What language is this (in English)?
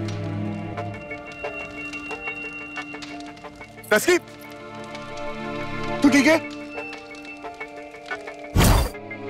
Hindi